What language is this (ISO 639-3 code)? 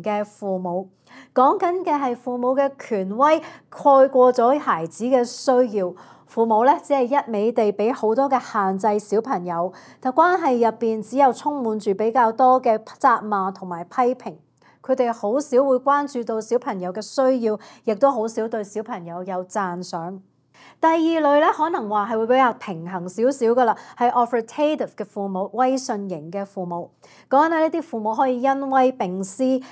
yue